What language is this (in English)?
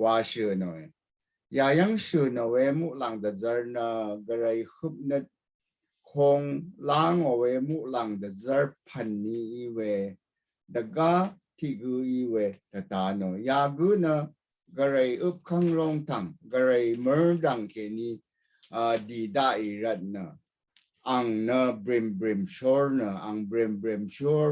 Rawang